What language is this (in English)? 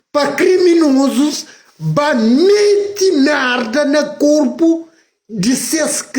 Kabuverdianu